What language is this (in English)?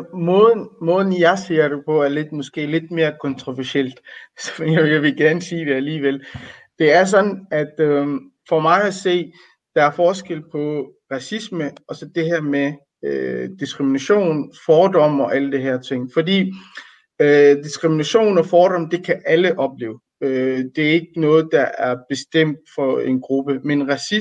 Danish